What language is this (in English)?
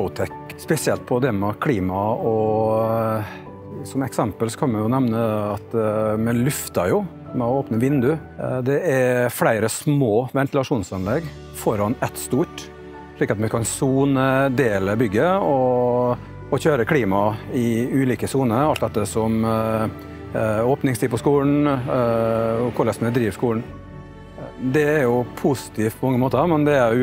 Norwegian